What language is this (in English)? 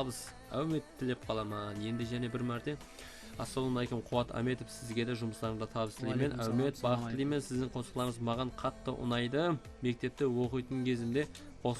Kara-Kalpak